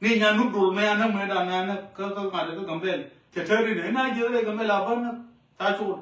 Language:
Nuer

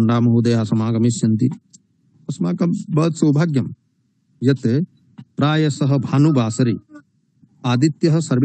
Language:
Sanskrit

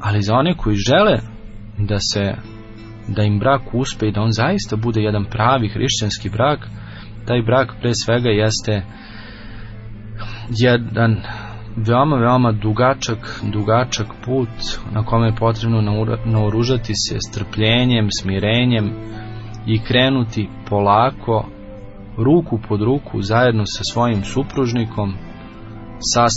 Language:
Serbian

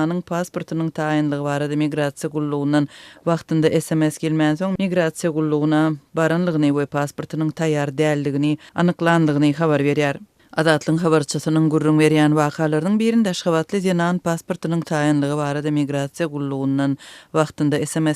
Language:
Turkmen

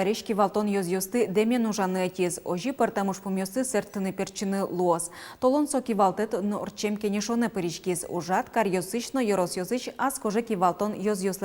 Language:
Udmurt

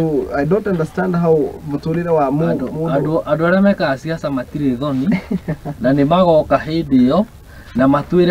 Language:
Kikuyu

